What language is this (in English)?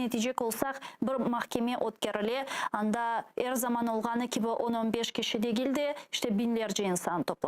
Crimean Tatar